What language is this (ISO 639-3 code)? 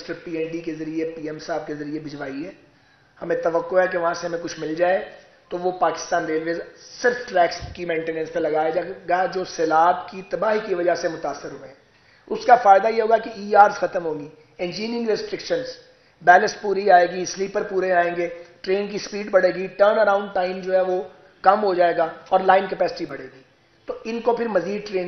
urd